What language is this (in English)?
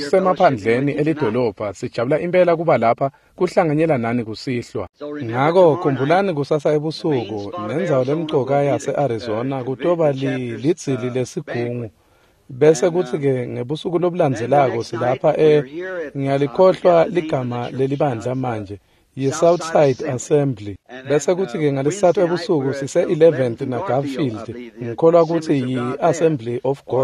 Swati